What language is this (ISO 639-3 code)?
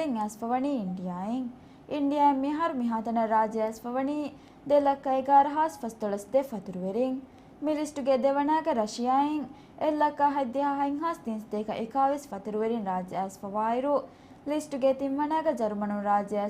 div